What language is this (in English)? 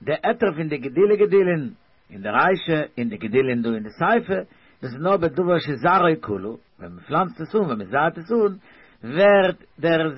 Yiddish